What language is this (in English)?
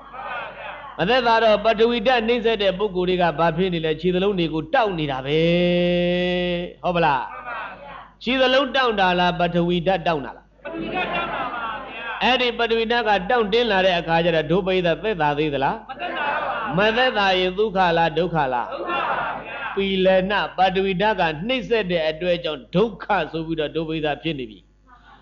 Burmese